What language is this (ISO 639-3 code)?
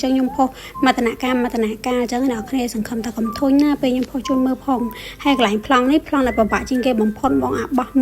khm